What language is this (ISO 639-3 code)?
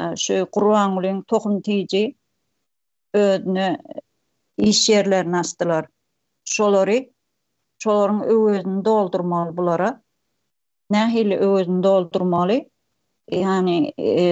tuk